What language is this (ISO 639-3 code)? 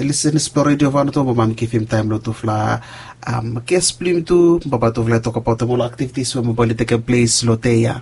bis